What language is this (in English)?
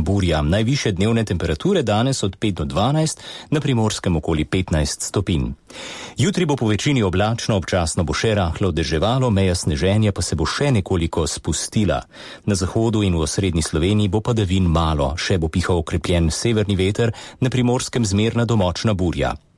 Slovenian